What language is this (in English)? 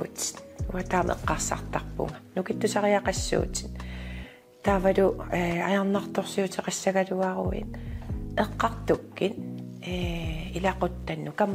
Kalaallisut